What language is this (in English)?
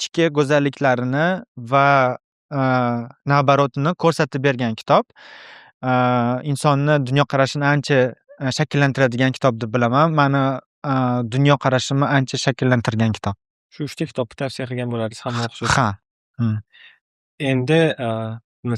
Uzbek